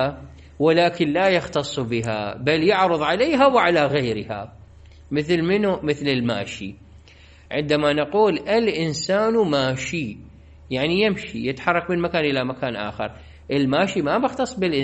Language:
Mesopotamian Arabic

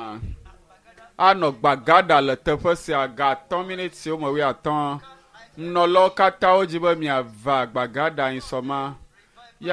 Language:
Ewe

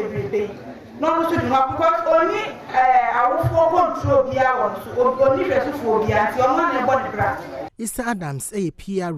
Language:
Akan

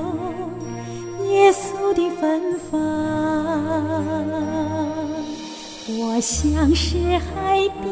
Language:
Chinese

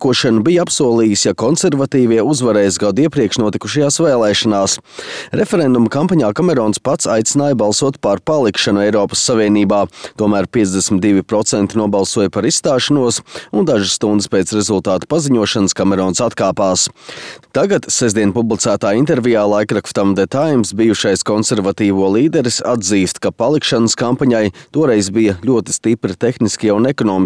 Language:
Latvian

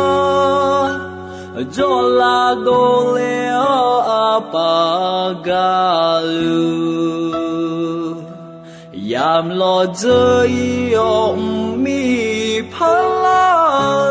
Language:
Akha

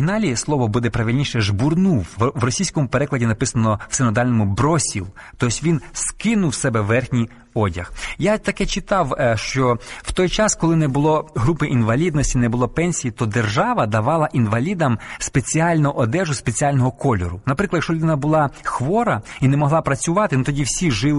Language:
Ukrainian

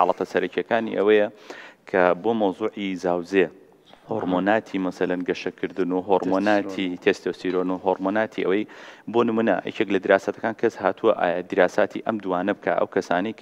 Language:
Central Kurdish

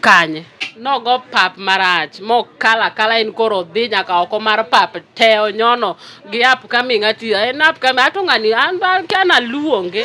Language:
Luo (Kenya and Tanzania)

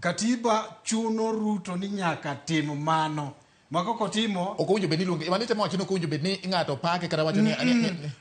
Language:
Luo (Kenya and Tanzania)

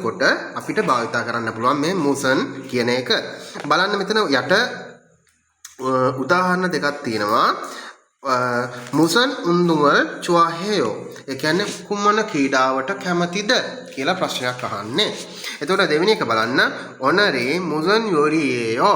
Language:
Sinhala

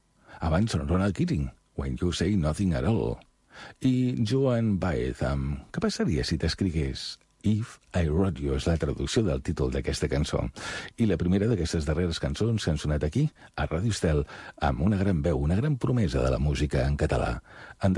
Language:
Catalan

